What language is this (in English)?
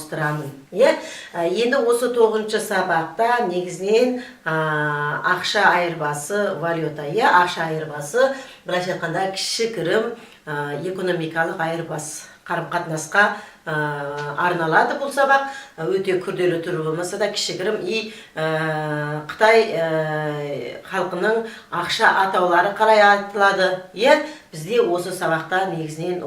Kazakh